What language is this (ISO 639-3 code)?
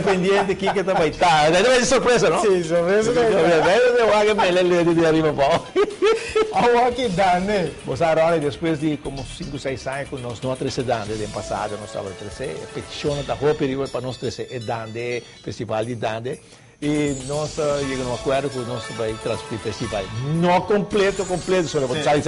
pap